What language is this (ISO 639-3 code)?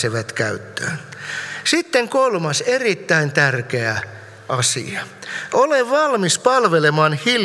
fin